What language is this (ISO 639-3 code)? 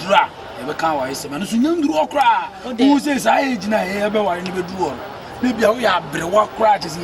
aka